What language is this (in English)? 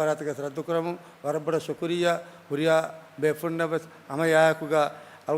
Divehi